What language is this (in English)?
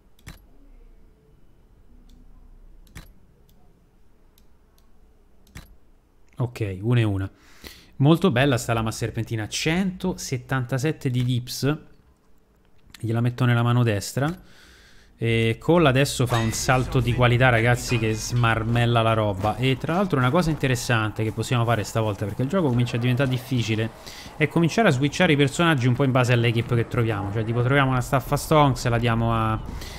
Italian